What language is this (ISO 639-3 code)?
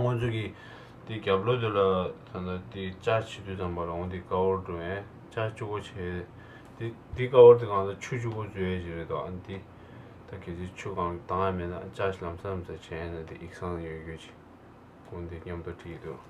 bod